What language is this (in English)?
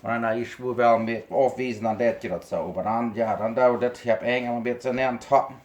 Plautdietsch